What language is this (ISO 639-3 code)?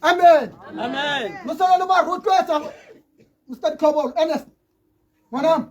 tsn